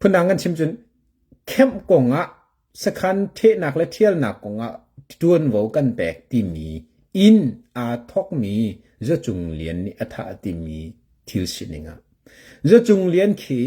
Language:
Hakha Chin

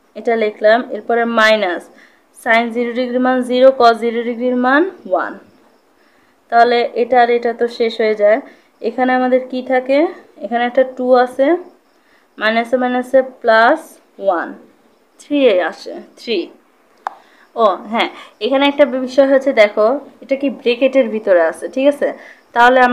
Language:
Bangla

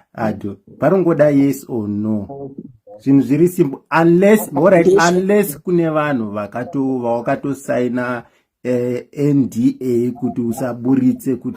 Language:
Shona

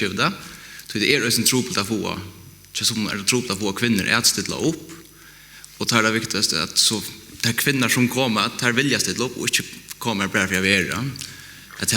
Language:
Faroese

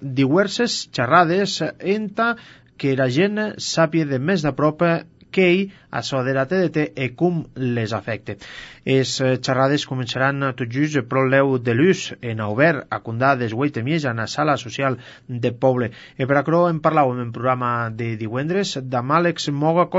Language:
Catalan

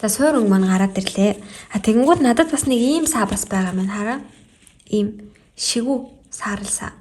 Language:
Mongolian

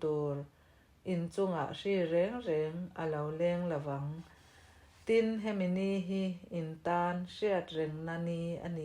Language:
Mizo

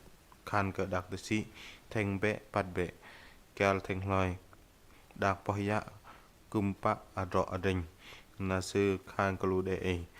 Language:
Bahnar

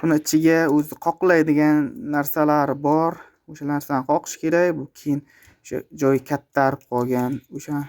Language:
Uzbek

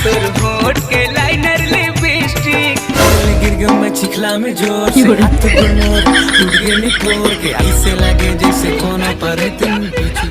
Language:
Chhattisgarhi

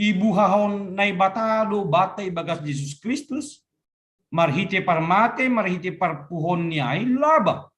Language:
Batak Simalungun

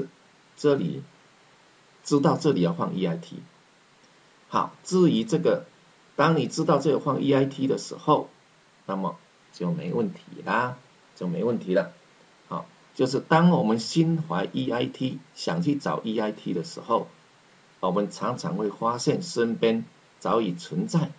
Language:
Chinese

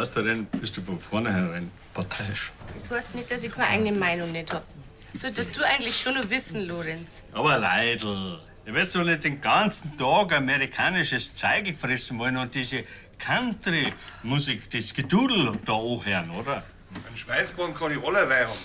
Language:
Bavarian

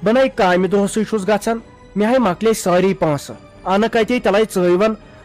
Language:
Kashmiri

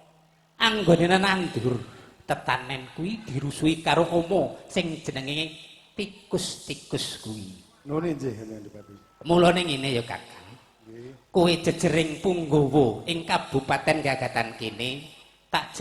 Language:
Javanese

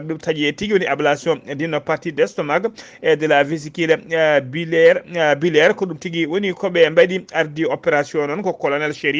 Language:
Fula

